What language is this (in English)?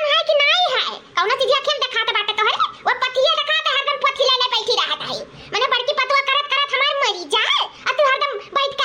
Awadhi